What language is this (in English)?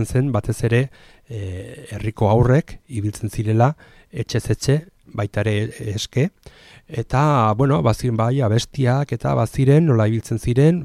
Basque